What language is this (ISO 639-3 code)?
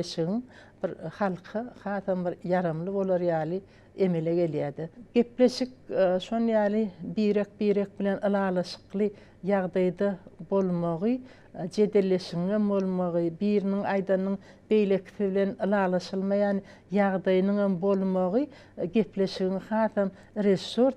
tuk